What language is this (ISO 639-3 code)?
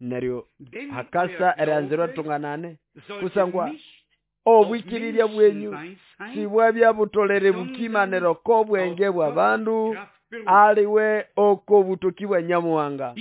nnb